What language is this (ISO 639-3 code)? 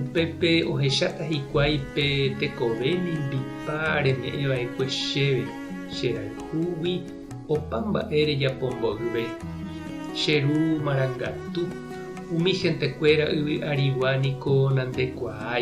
grn